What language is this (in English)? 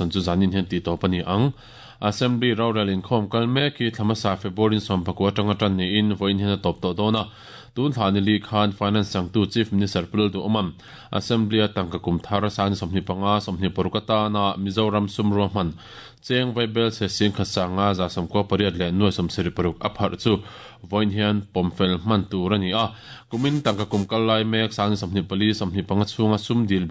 Mizo